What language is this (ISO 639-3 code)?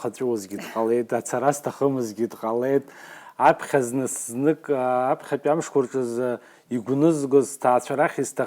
abk